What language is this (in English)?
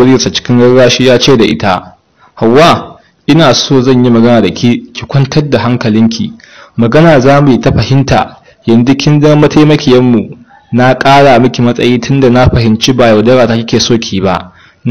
Hausa